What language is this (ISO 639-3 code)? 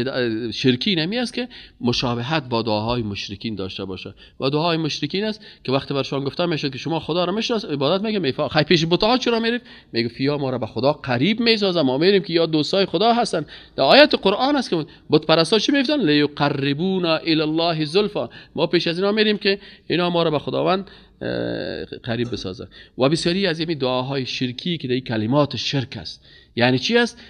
fas